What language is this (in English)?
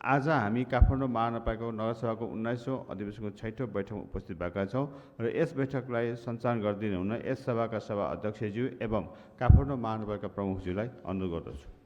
Nepali